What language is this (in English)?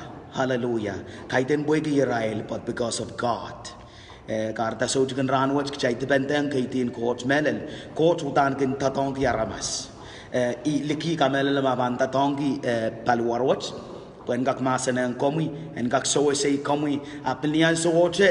Pohnpeian